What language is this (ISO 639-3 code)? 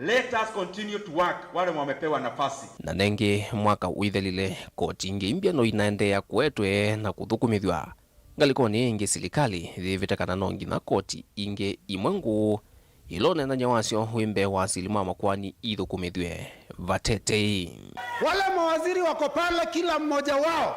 kam